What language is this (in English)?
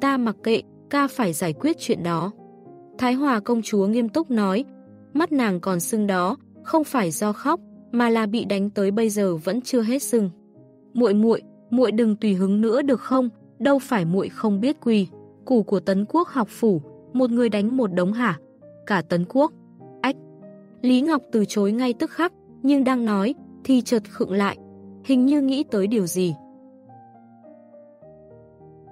Vietnamese